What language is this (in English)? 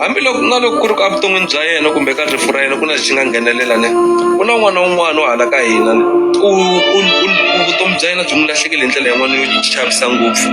Tsonga